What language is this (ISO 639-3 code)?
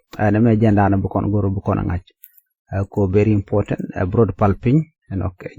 nus